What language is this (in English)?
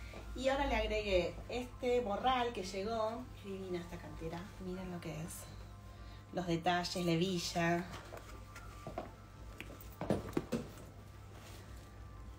Spanish